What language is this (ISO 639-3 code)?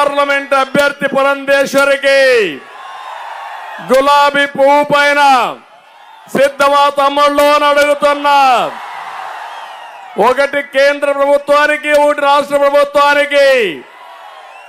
tel